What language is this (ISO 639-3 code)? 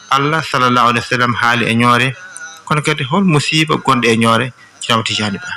ful